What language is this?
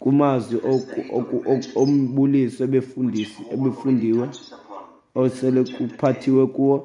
Xhosa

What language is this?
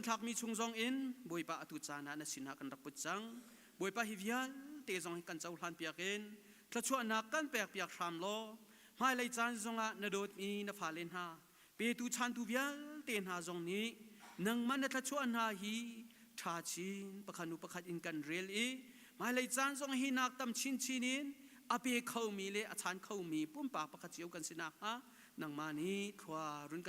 Hakha Chin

